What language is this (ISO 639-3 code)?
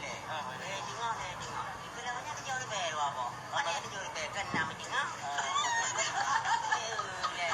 ace